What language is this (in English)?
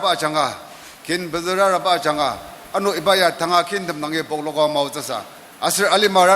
Ao Naga